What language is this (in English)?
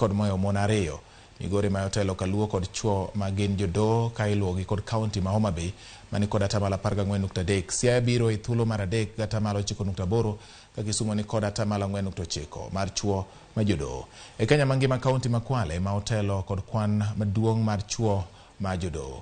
Luo (Kenya and Tanzania)